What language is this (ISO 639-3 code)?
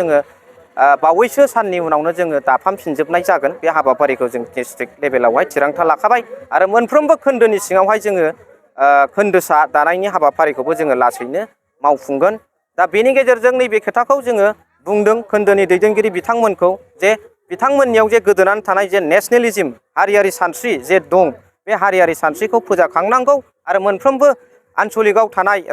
brx